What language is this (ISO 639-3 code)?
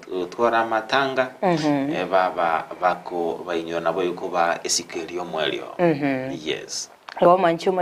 guz